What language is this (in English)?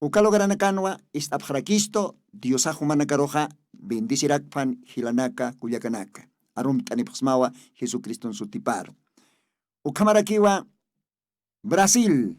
Aymara